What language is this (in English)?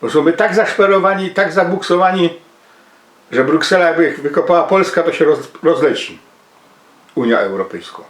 Silesian